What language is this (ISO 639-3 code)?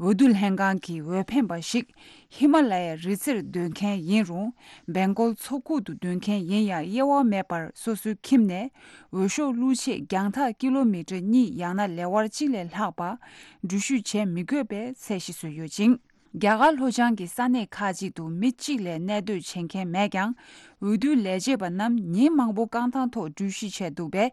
bod